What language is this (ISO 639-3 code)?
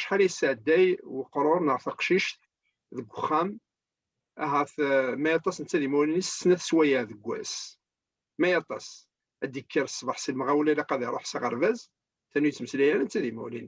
kab